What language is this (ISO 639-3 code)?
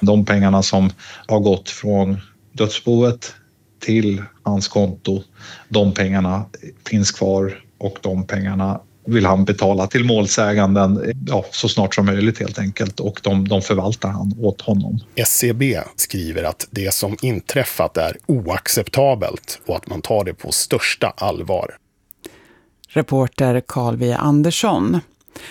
swe